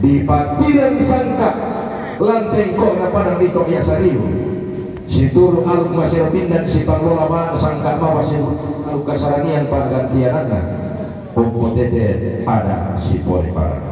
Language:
Toraja-Sa'dan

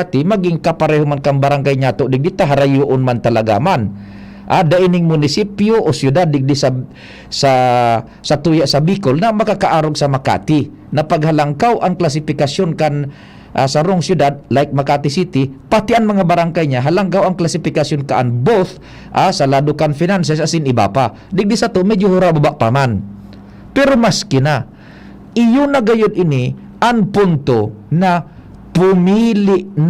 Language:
Bikol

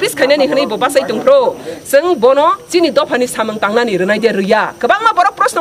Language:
Kok Borok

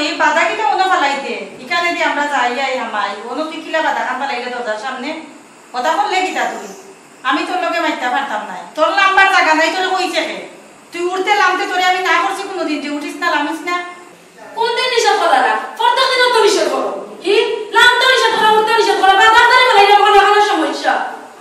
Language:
Sylheti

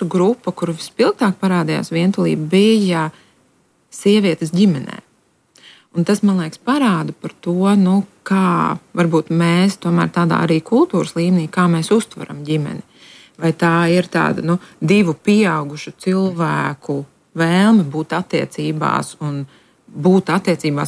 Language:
Latvian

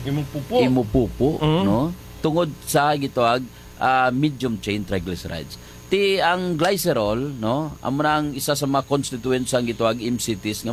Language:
Hiligaynon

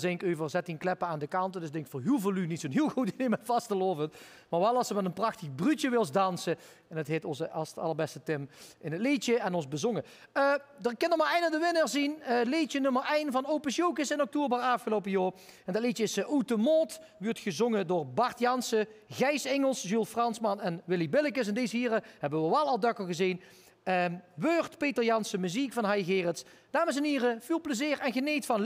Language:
Limburgish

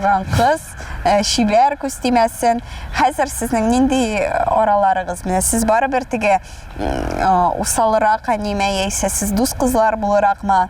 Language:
Tatar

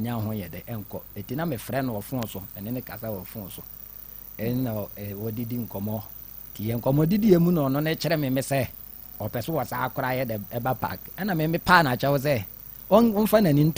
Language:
Akan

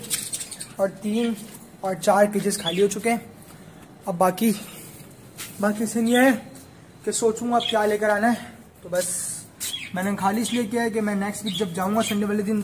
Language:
Hindi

